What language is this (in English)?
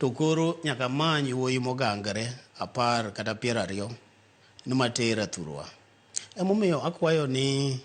Luo (Kenya and Tanzania)